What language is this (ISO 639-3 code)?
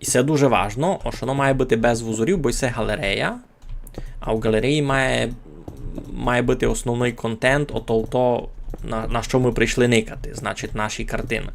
rue